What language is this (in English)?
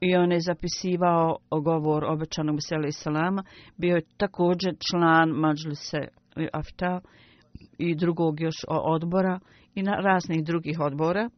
Bosnian